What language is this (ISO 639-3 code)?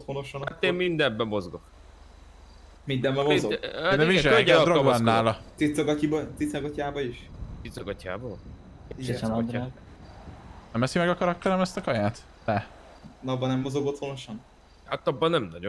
hun